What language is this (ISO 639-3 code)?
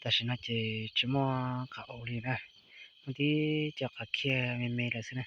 hmn